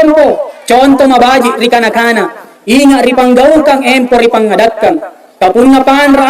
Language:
Makasar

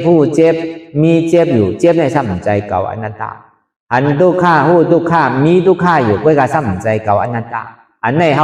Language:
Shan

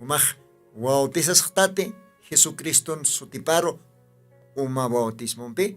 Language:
Aymara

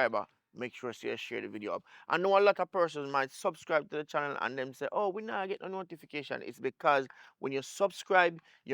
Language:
Jamaican Creole English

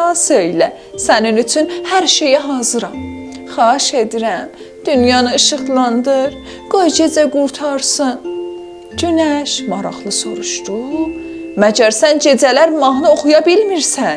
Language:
South Azerbaijani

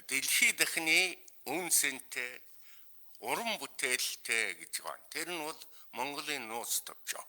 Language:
Mongolian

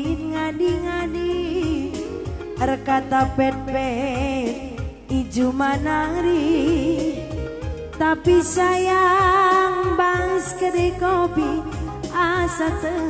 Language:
Batak Karo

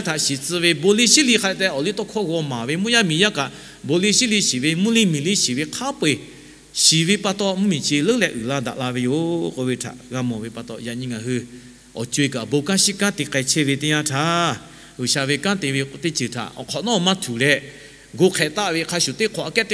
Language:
Lahu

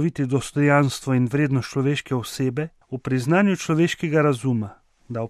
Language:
Slovenian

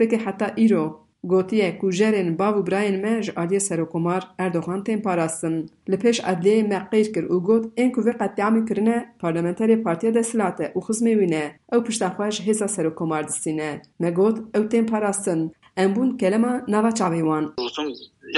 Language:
Kurdish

